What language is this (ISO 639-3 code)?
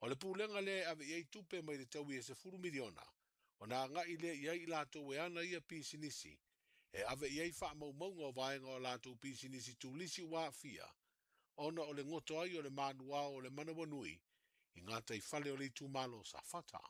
smo